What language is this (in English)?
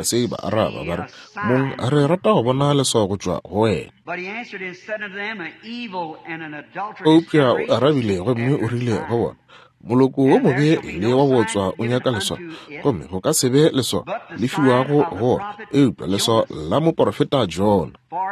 Northern Sotho